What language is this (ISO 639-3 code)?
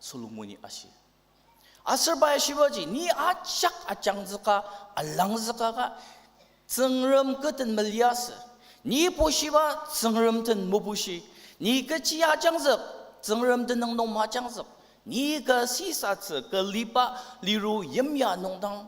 njo